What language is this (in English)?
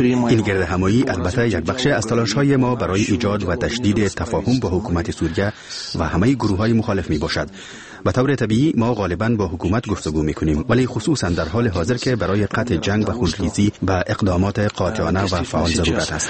Persian